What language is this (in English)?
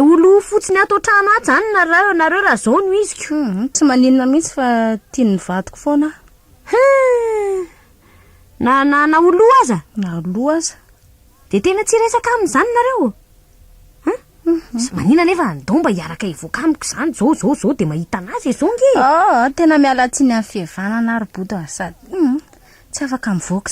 Malagasy